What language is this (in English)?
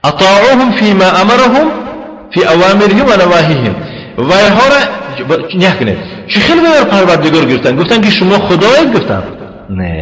Tajik